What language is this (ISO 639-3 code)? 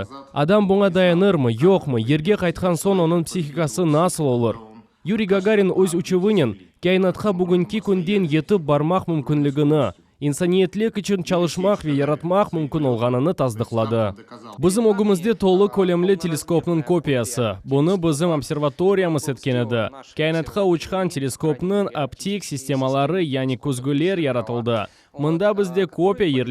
crh